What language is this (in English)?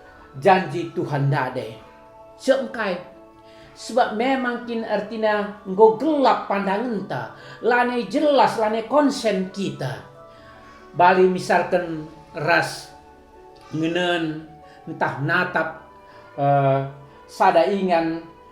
Batak Karo